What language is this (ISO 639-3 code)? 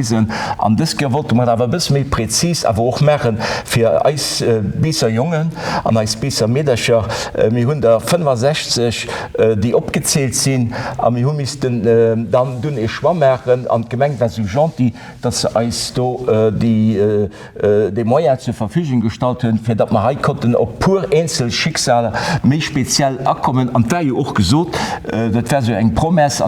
ltz